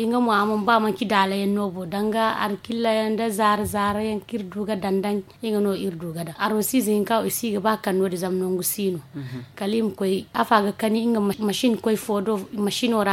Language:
Zarma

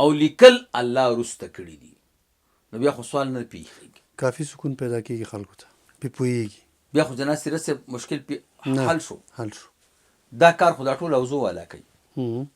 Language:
Pashto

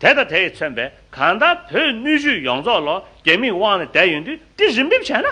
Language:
Tibetan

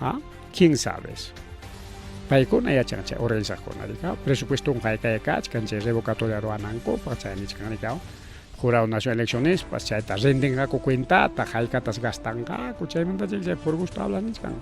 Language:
Ayacucho Quechua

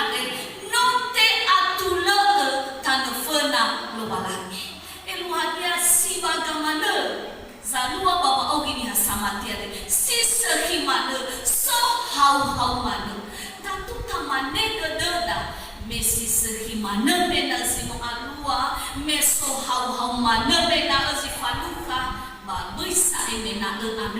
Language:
Nias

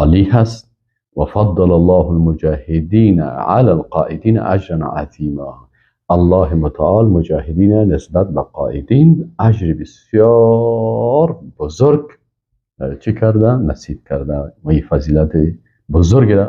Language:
Persian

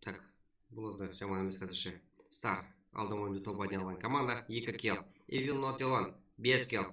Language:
Kara-Kalpak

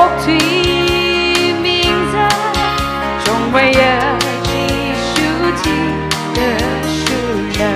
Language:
Tangkhul Naga (India)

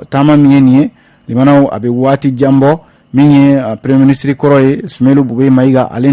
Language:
Bambara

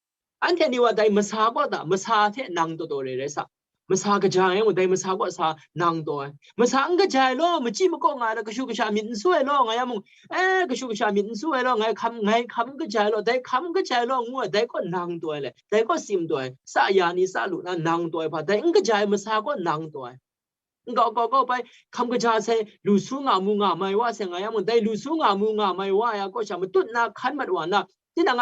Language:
Kachin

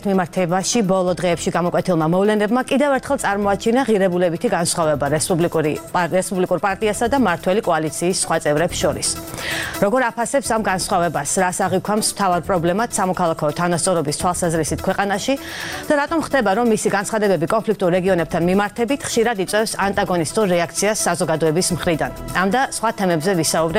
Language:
Georgian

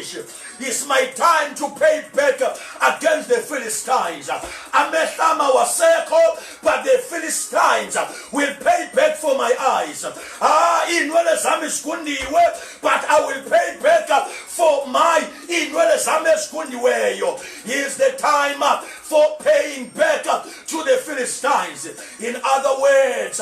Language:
Zulu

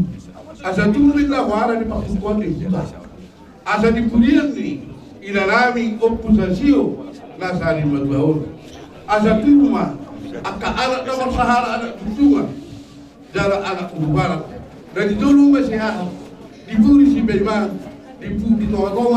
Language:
Batak Toba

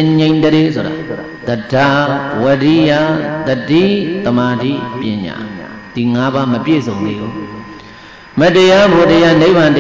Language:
Burmese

